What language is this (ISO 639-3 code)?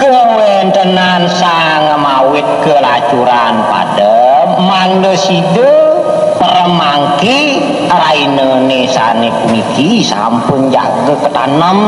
ban